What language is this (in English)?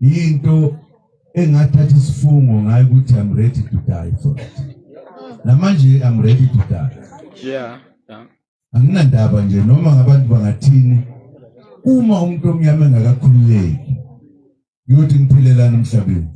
Zulu